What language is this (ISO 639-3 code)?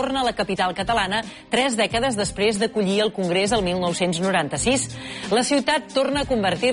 cat